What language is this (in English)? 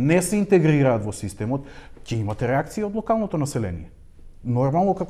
Macedonian